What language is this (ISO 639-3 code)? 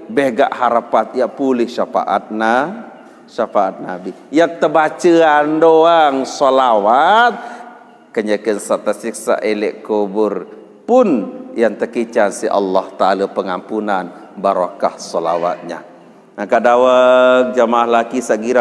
sas